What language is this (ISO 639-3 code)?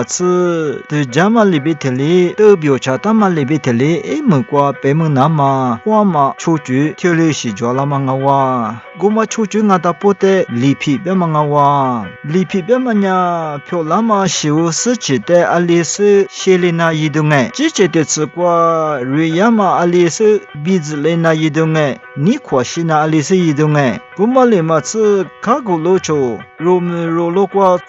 lis